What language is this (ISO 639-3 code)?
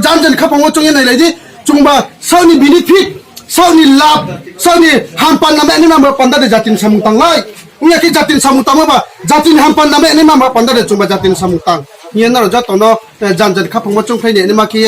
ria